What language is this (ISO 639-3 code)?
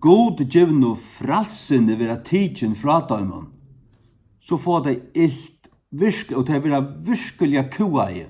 fao